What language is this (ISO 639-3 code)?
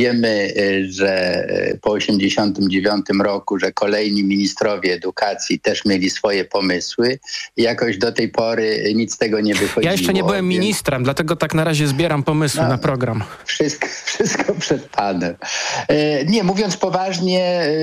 pol